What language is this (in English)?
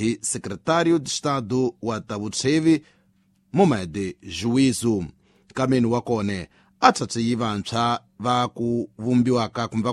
Tsonga